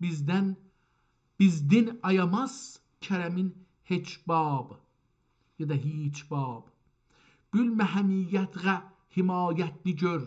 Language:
South Azerbaijani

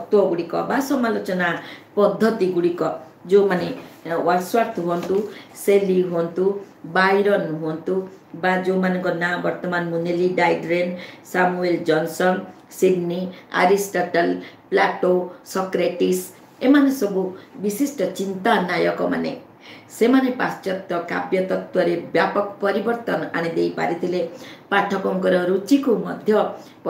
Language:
Odia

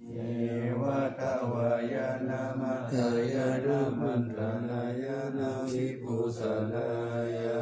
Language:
Pali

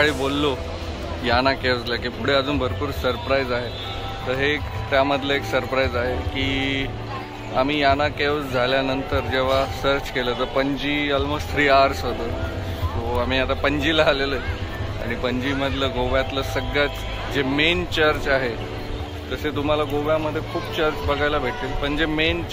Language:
Marathi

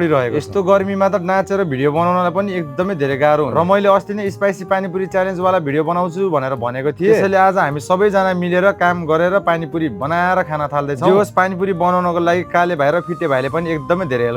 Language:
Nepali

